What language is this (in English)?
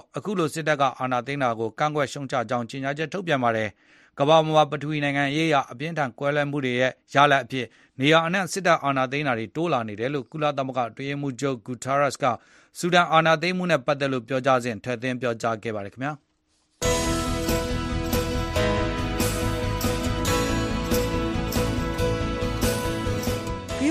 Burmese